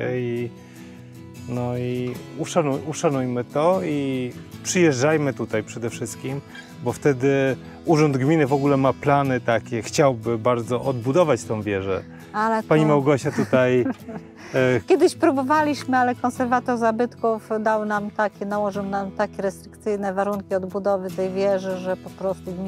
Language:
Polish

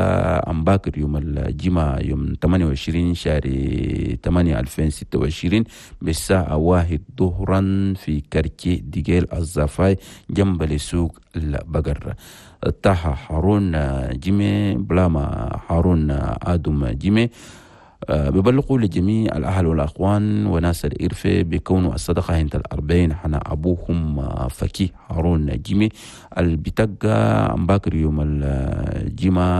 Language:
Chadian Arabic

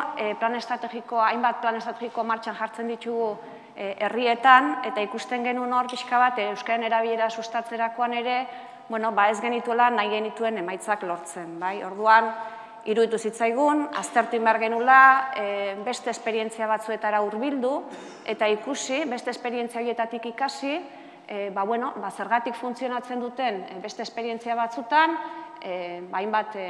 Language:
Basque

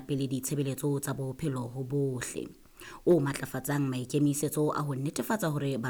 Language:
Southern Sotho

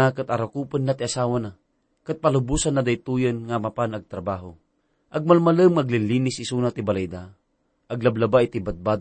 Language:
Iloko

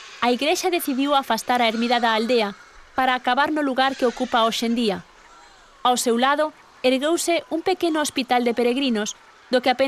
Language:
Galician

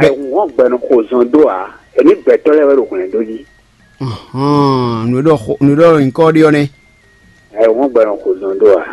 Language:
Fon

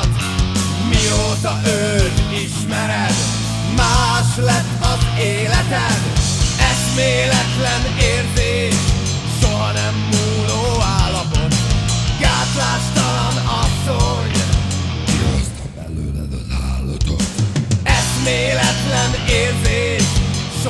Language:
Hungarian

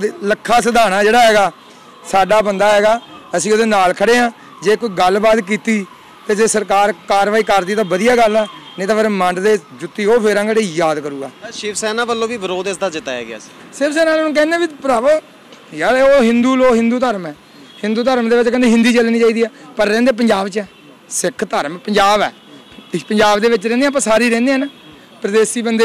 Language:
Punjabi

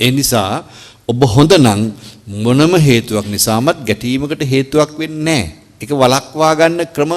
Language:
Sinhala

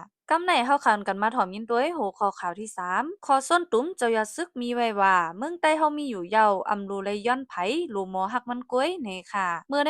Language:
Shan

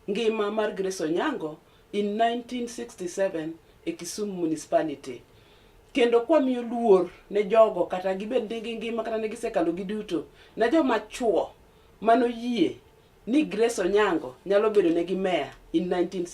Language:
Luo (Kenya and Tanzania)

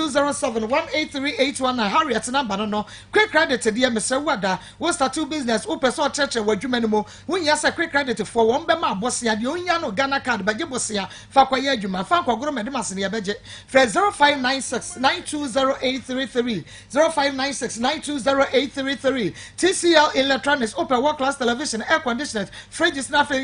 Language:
Akan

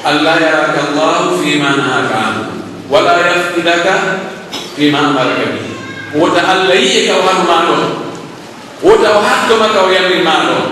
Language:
Pular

